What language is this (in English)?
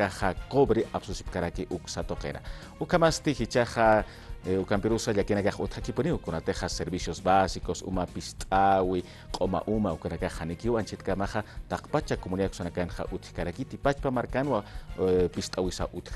Aymara